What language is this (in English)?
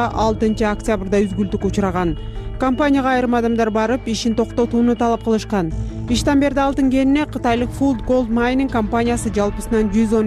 Kyrgyz